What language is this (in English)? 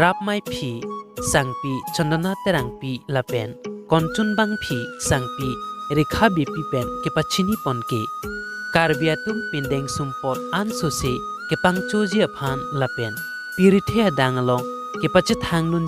Karbi